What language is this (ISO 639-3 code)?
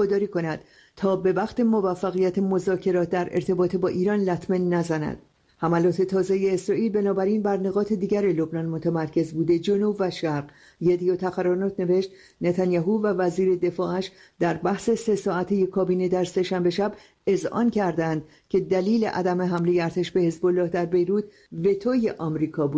fas